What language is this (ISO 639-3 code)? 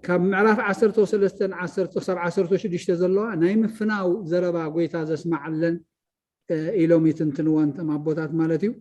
tir